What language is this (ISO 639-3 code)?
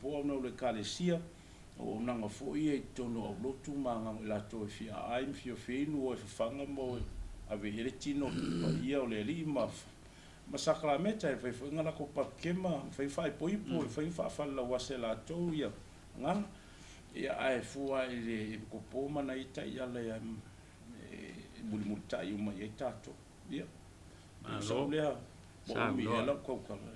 smo